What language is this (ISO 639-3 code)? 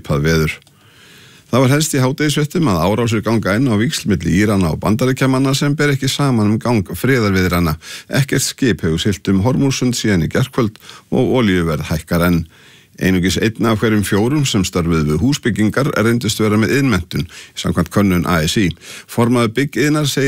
isl